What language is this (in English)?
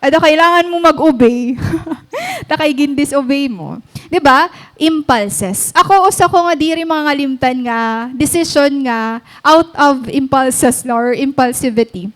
Waray